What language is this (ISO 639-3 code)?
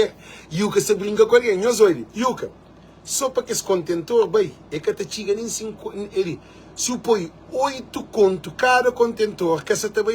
kea